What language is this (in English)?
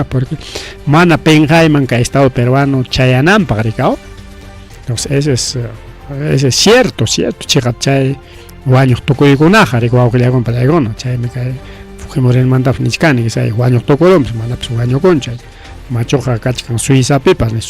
Ayacucho Quechua